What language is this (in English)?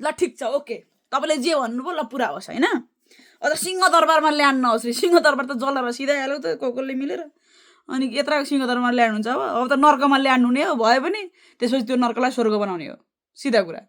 Nepali